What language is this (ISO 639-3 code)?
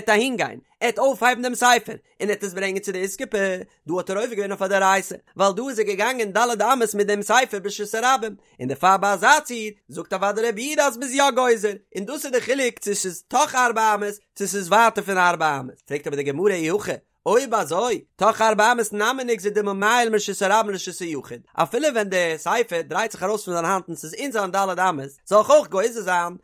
yid